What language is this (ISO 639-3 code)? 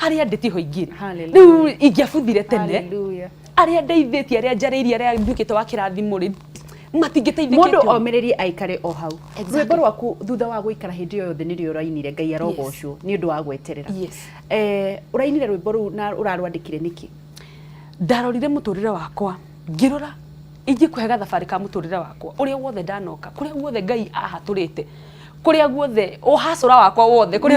kik